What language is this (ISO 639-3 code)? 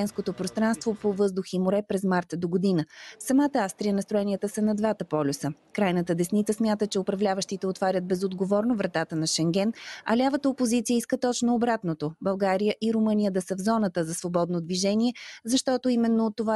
bul